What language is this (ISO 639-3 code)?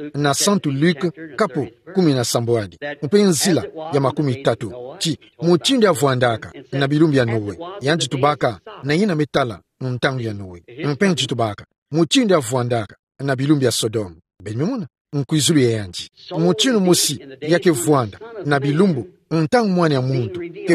ktu